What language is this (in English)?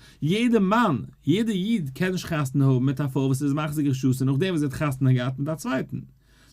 Yiddish